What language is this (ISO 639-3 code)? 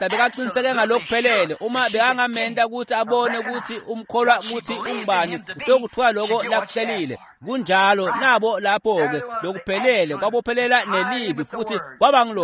ssw